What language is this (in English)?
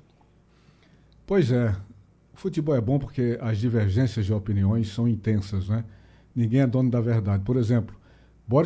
Portuguese